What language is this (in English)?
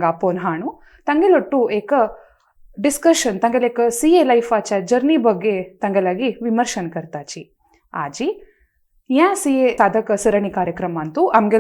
Konkani